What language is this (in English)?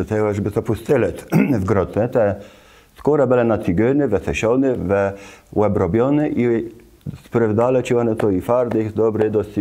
Kashubian